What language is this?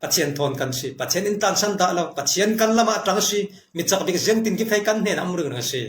Falam Chin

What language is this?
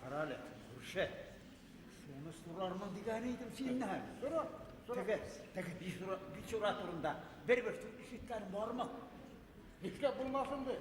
Bashkir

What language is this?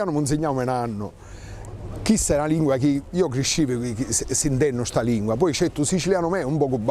Sicilian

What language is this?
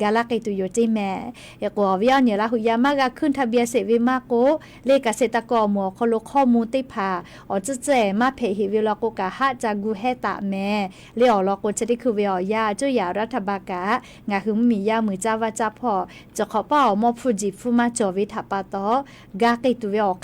Lahu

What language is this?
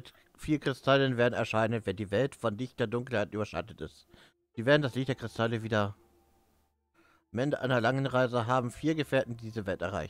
German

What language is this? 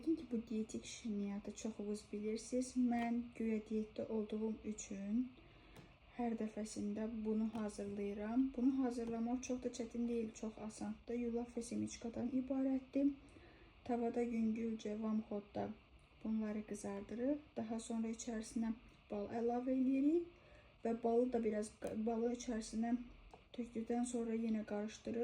Azerbaijani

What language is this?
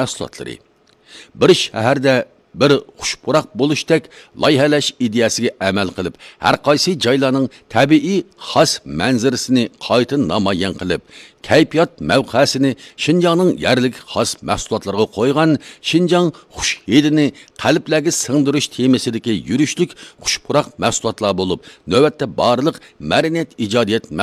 Uyghur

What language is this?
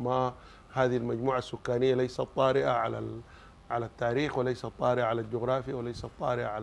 Sudanese Arabic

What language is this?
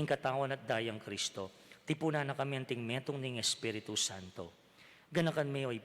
Pampanga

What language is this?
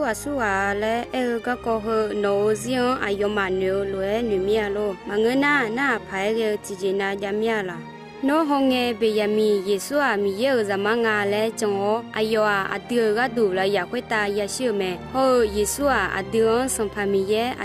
Akha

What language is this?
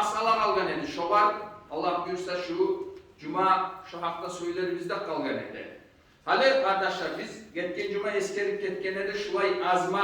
Kumyk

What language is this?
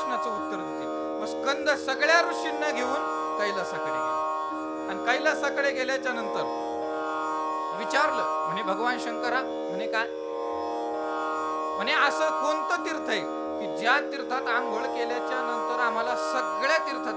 Marathi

